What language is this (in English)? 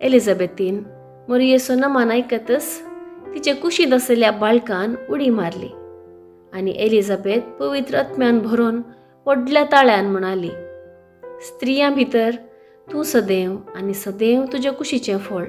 Konkani